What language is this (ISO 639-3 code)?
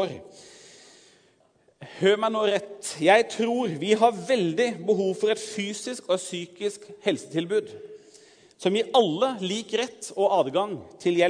nor